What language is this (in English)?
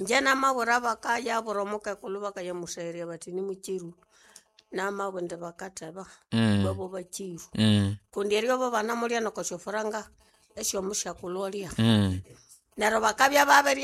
Nande